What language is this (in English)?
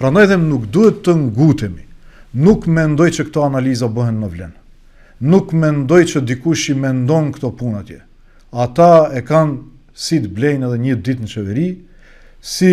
Albanian